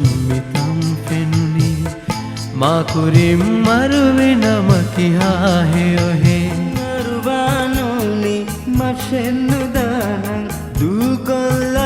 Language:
Divehi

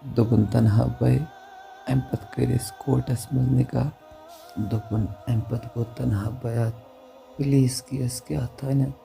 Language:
Kashmiri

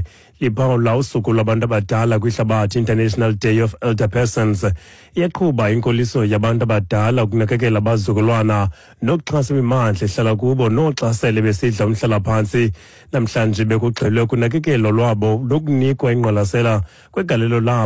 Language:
Xhosa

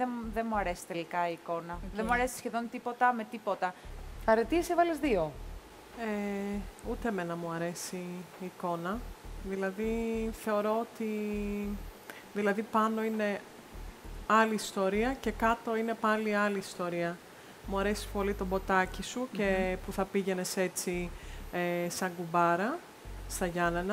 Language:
Greek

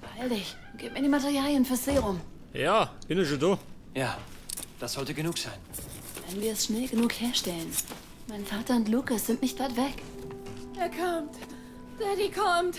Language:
Bavarian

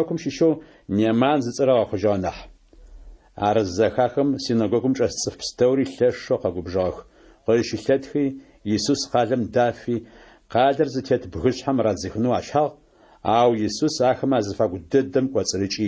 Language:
Adyghe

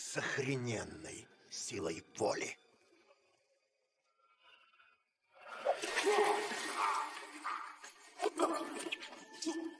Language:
Russian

